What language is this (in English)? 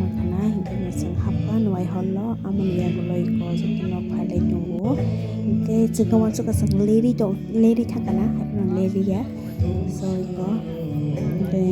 Kok Borok